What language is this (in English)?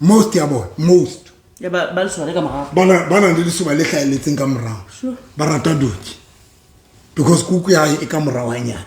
Southern Sotho